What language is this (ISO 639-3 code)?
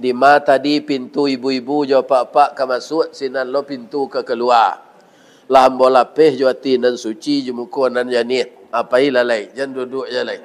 min